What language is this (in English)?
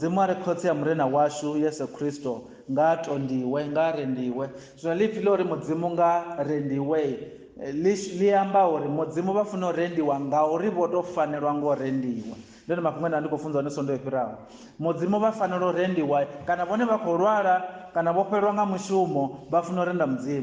Venda